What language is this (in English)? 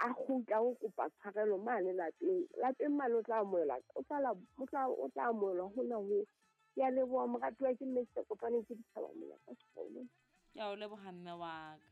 Southern Sotho